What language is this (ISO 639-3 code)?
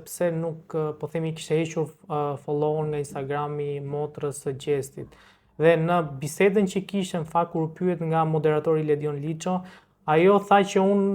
sqi